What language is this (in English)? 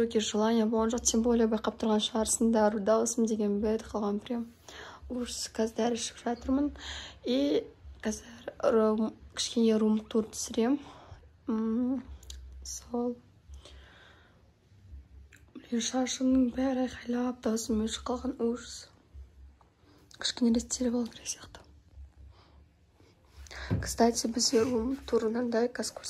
Kazakh